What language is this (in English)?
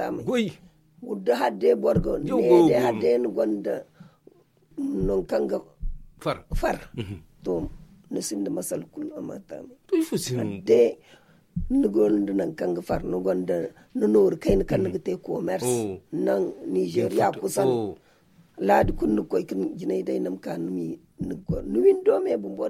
Zarma